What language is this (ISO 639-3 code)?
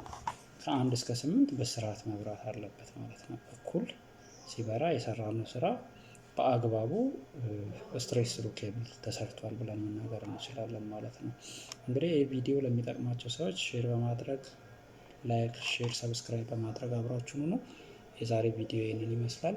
amh